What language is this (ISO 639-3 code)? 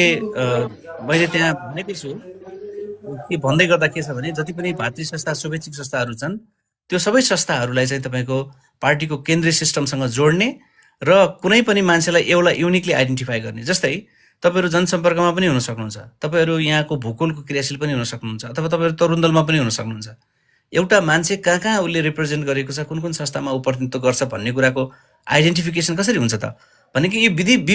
nep